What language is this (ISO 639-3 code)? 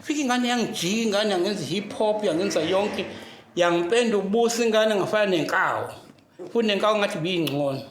zul